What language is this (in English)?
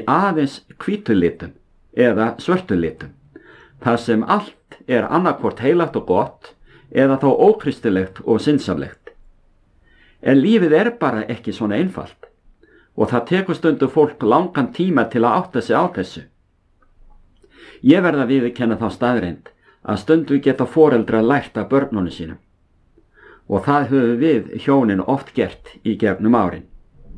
Icelandic